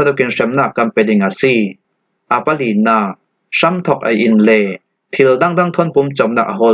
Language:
Falam Chin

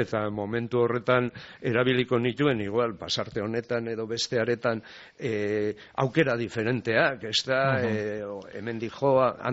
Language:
Basque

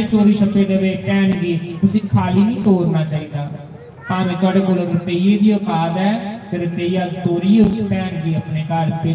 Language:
Dogri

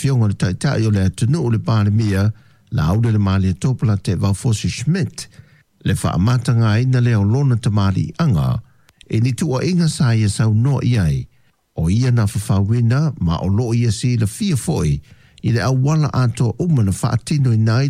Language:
Samoan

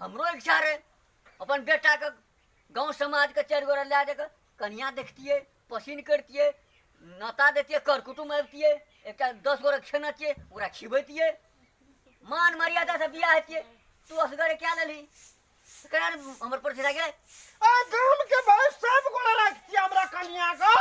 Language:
Maithili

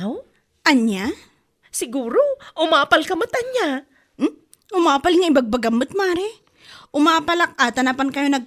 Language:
Iloko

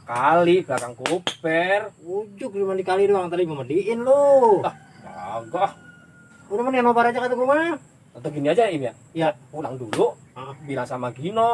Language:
Betawi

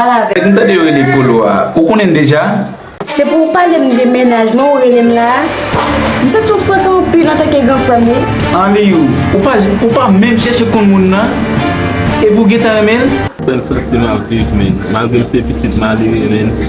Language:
Haitian Creole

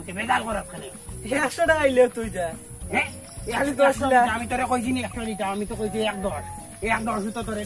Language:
Sylheti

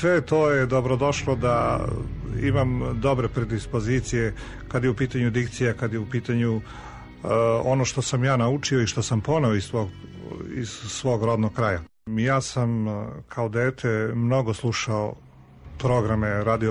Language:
Serbian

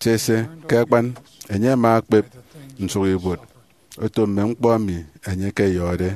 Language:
Efik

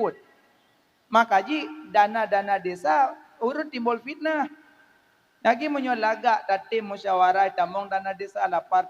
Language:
Achinese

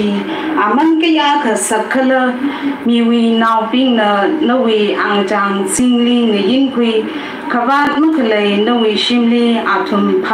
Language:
Tangkhul Naga (India)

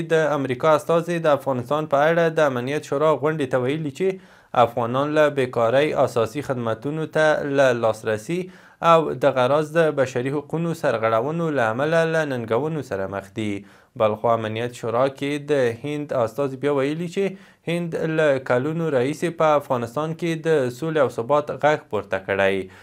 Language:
Pashto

